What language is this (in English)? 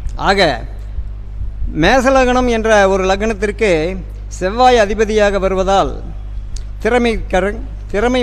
Tamil